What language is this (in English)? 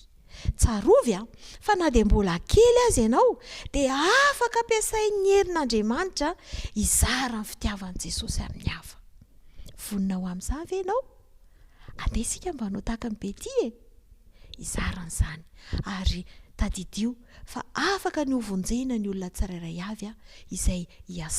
Malagasy